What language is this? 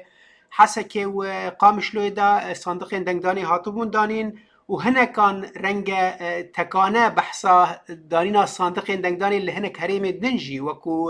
Kurdish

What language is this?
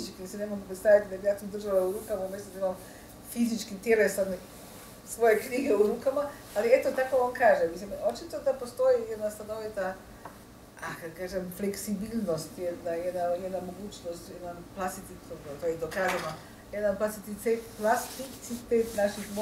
Croatian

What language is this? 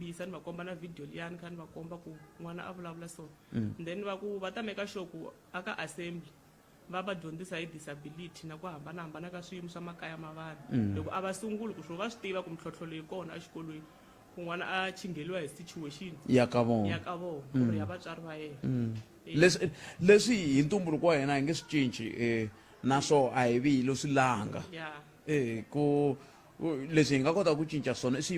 Tsonga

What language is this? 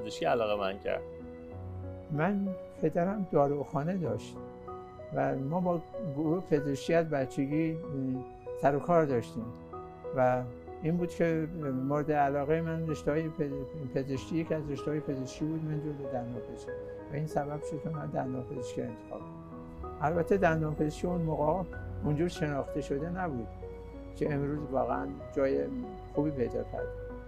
Persian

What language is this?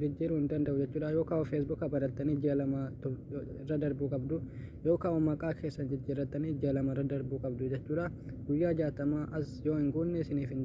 Oromo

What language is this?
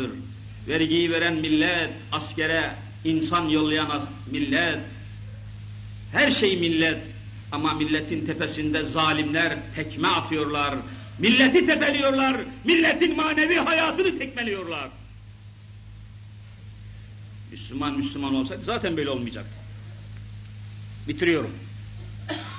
Turkish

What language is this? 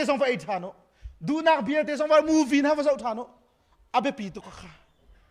Hakha Chin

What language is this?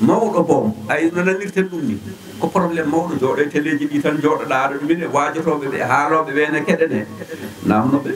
Fula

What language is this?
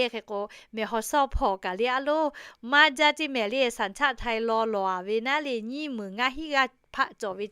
Lahu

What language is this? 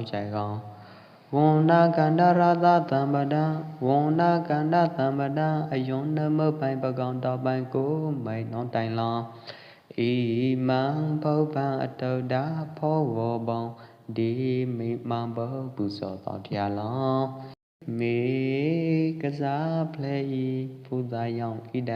Pwo Eastern Karen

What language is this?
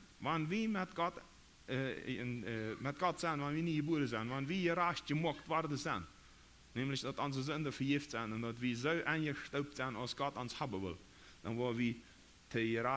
Plautdietsch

